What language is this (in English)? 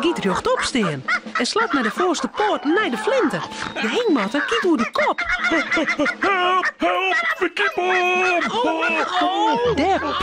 Western Frisian